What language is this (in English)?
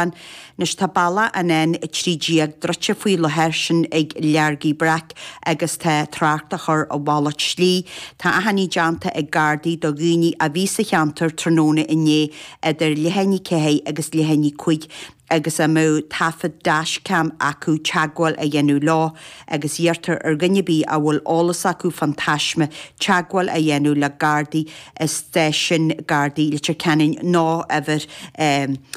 Irish